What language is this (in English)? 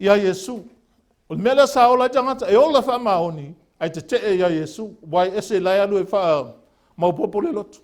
Samoan